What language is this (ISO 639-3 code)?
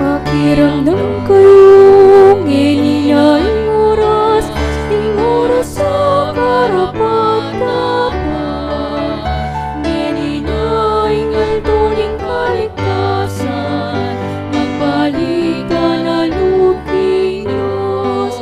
pam